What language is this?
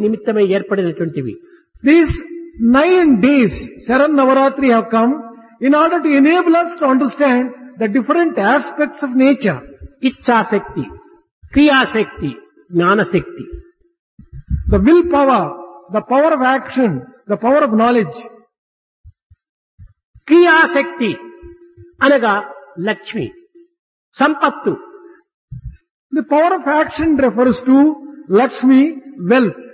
Telugu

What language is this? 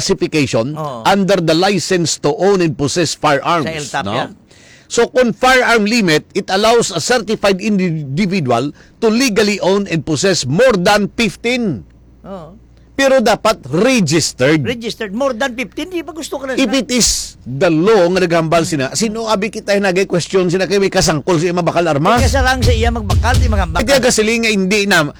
Hiligaynon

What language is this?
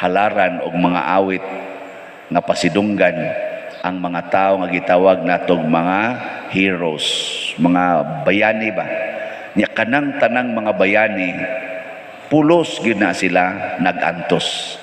Cebuano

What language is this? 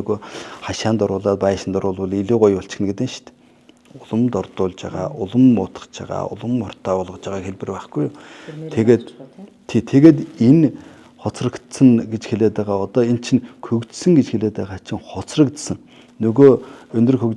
Mongolian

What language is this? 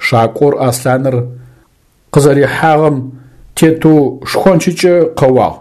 Adyghe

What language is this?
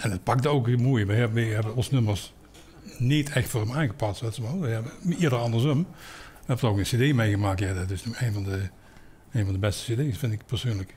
Limburgish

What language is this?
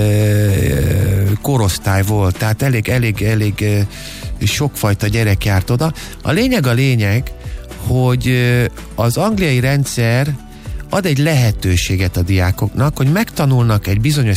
Hungarian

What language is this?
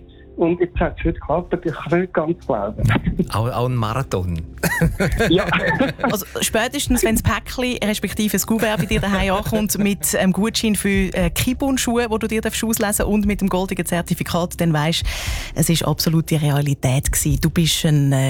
Swiss German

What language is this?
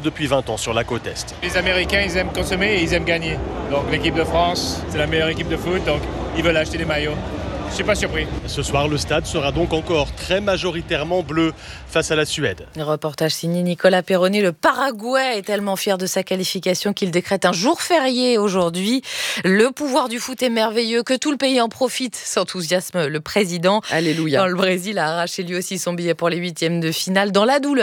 French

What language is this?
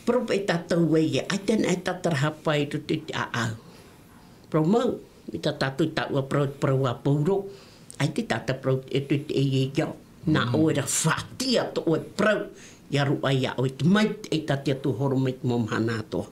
Tahitian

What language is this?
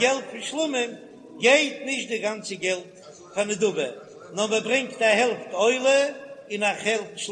Yiddish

